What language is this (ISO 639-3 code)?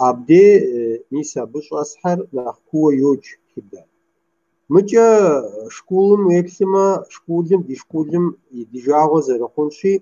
kbd